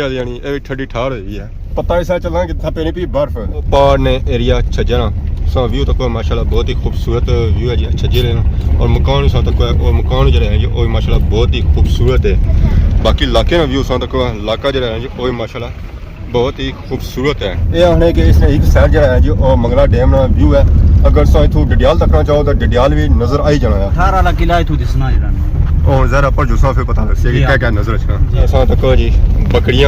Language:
Pahari-Potwari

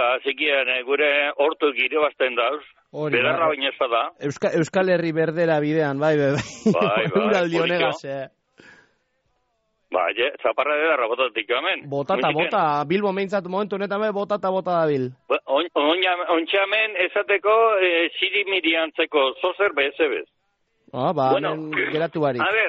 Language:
Basque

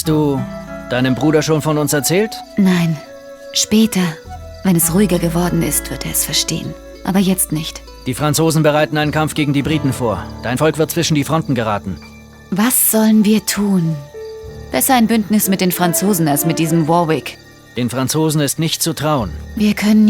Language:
Bavarian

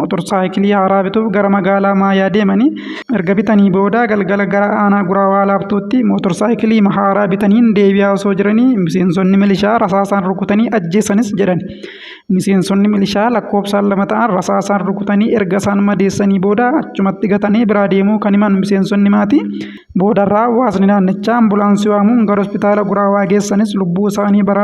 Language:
Oromo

